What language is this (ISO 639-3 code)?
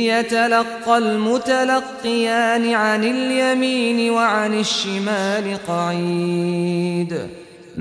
ara